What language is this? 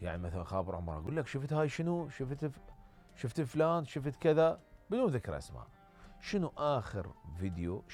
Mesopotamian Arabic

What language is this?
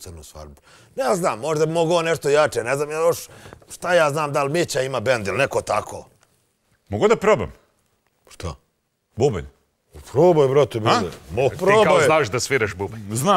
Serbian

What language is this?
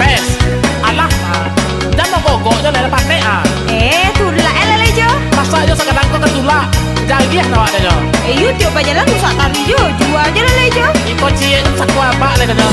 Minangkabau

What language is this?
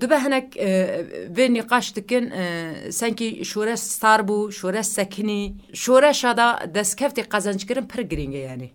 Kurdish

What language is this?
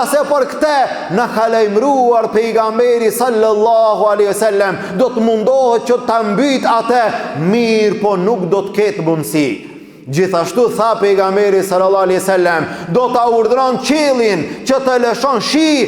Albanian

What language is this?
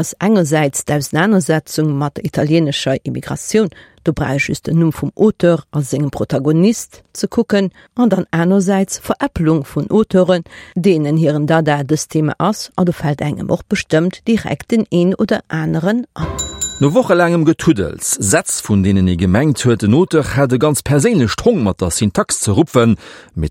Luxembourgish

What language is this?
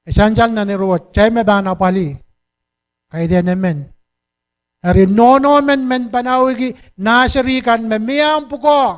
Pohnpeian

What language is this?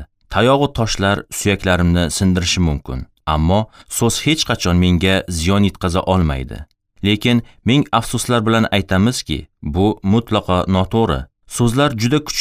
Uzbek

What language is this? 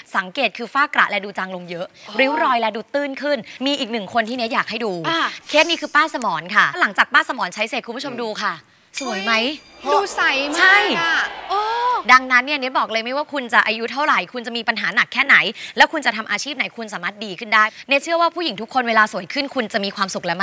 Thai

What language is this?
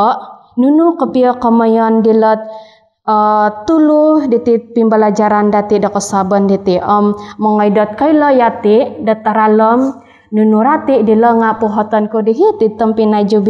Central Dusun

